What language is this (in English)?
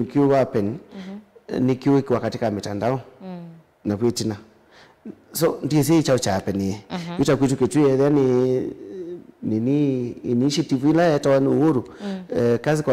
Kamba